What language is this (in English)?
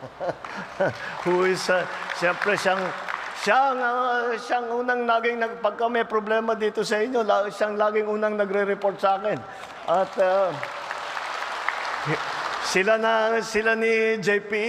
Filipino